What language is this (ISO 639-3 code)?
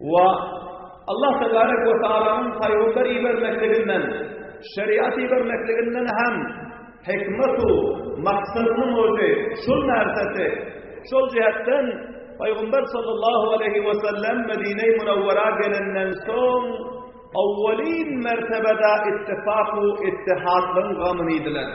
tuk